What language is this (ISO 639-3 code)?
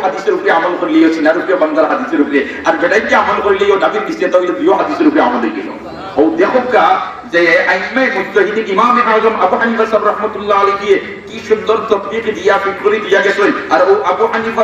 syl